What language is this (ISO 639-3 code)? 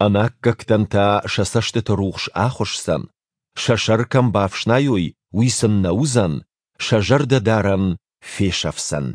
oss